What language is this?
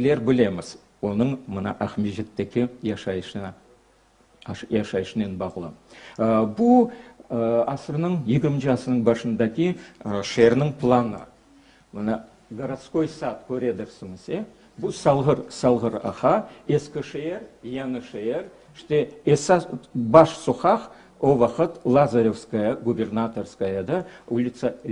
Crimean Tatar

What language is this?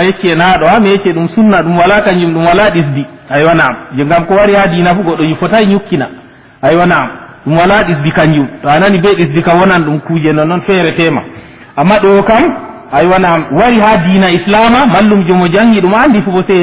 Fula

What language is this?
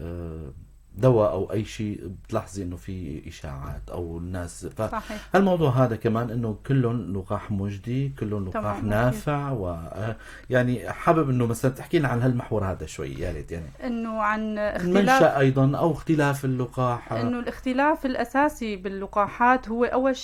North Levantine Arabic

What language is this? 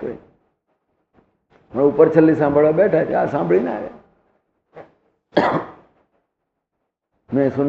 Gujarati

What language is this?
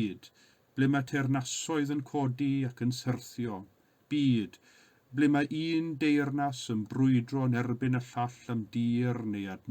Welsh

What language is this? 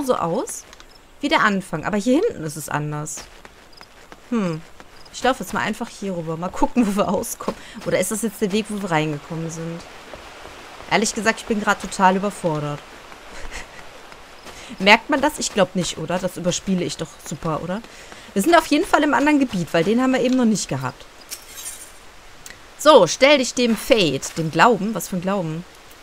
German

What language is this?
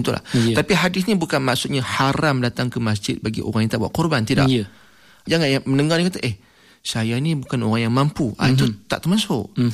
Malay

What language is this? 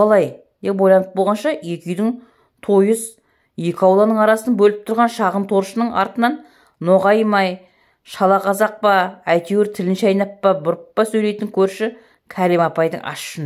Kazakh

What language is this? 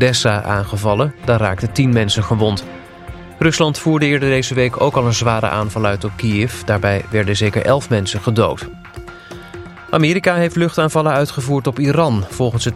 Dutch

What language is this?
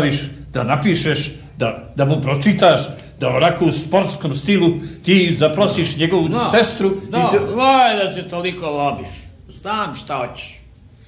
Serbian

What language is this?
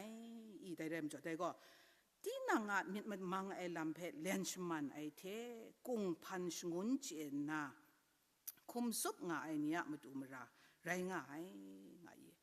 Kachin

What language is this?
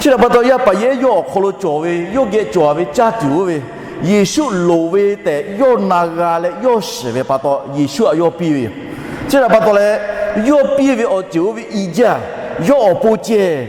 Lahu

